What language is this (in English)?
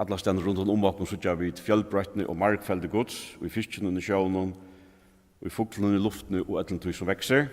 Faroese